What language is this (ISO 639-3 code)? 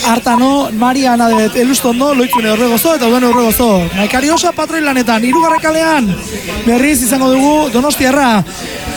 eus